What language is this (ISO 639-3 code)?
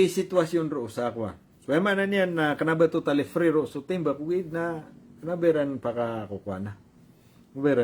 mrw